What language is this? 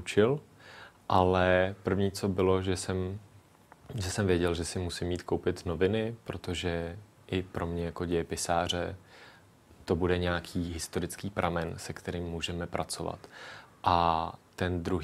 Czech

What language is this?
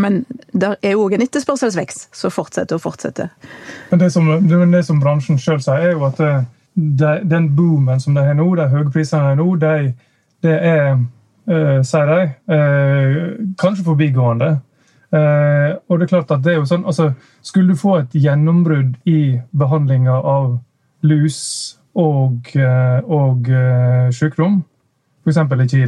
Norwegian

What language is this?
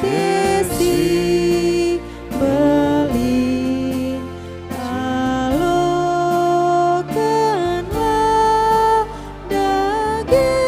Batak Karo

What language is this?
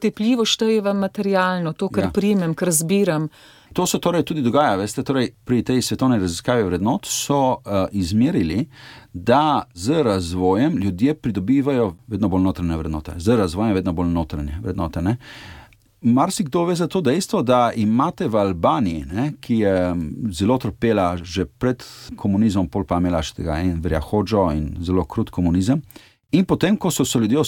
Slovenian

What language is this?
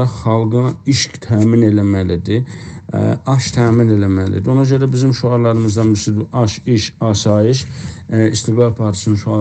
South Azerbaijani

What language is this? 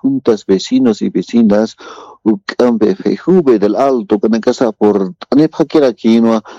Aymara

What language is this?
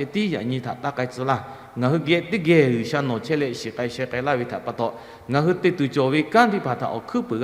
Lahu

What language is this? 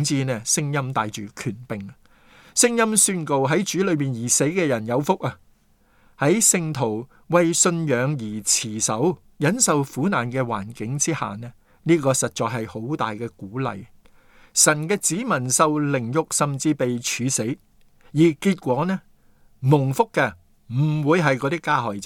Cantonese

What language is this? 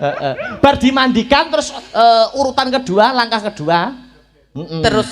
Javanese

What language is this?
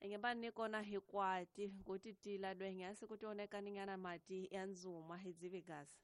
Tsonga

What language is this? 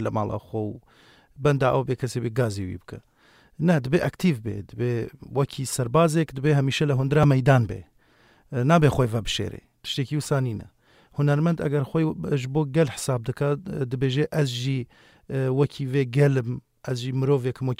Kurdish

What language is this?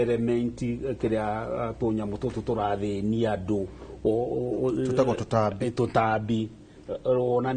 Kikuyu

